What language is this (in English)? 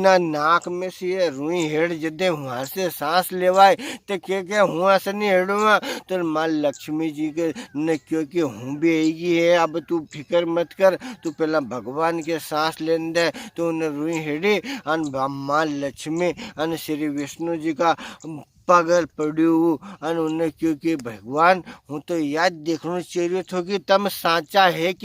Rajasthani